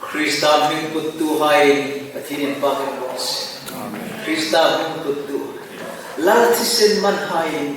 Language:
Hmar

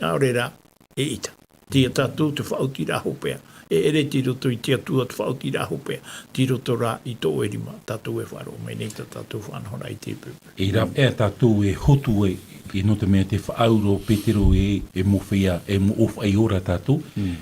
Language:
Tahitian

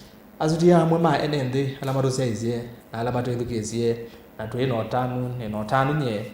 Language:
Kamba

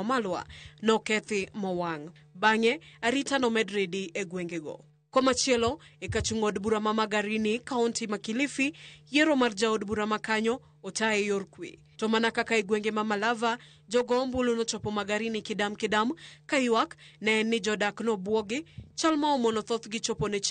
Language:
Luo (Kenya and Tanzania)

